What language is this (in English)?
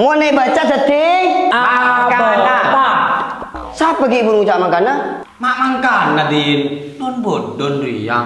Madurese